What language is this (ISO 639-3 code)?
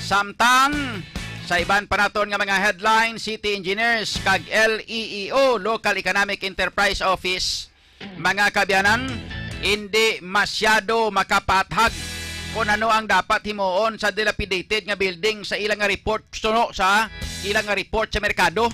hil